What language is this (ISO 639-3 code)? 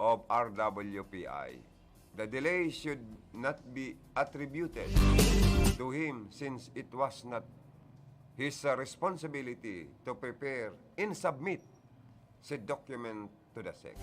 bik